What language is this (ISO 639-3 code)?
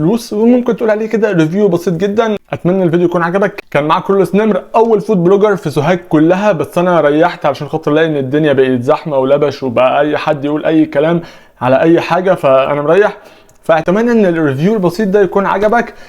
arz